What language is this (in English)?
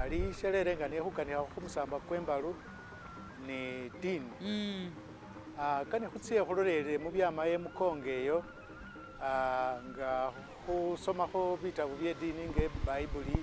Masaaba